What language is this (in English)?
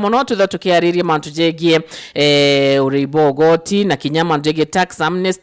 Meru